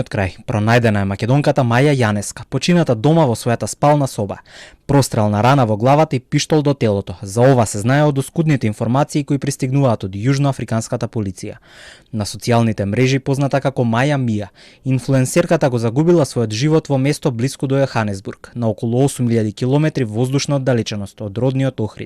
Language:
Macedonian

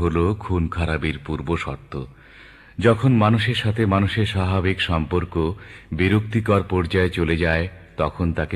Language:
Bangla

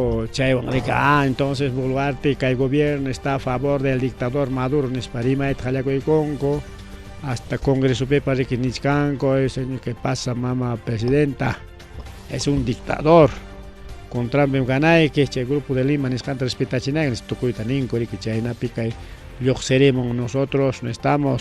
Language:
Ayacucho Quechua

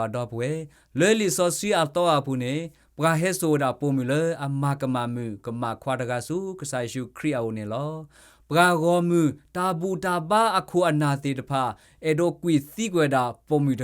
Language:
S'gaw Karen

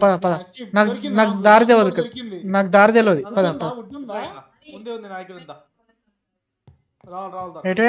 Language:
Telugu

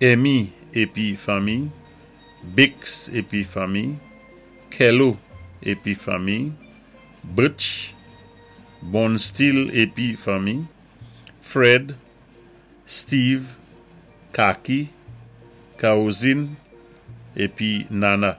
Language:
Saint Lucian Creole French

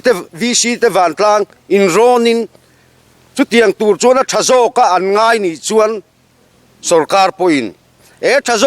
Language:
Mizo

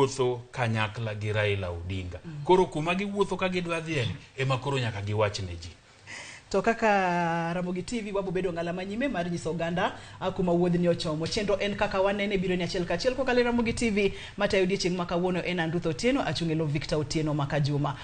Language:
Luo (Kenya and Tanzania)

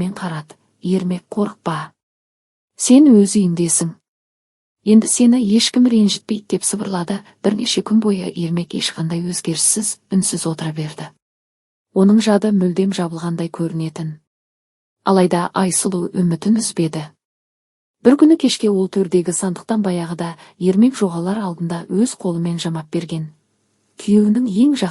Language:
Kazakh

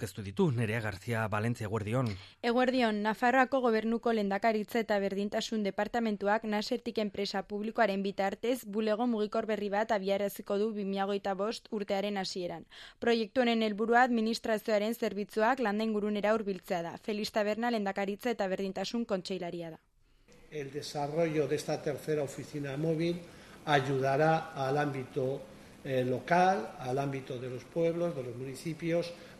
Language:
Basque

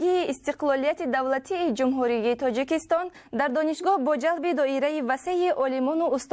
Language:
Tajik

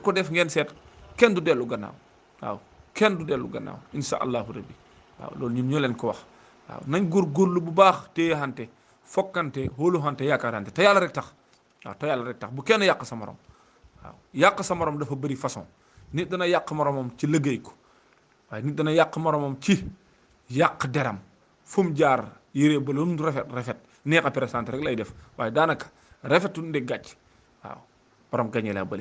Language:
Wolof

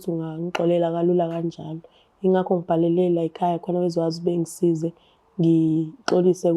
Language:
Zulu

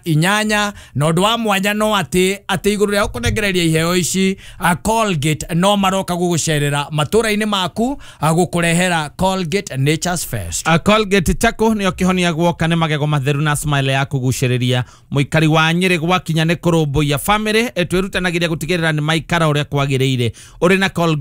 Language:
Kikuyu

